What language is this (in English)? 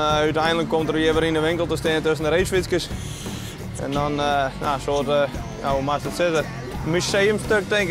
Western Frisian